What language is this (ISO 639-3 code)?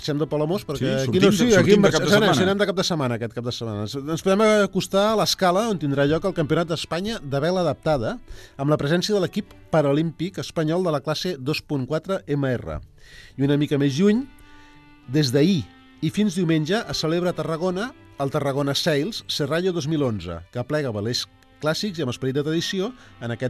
cat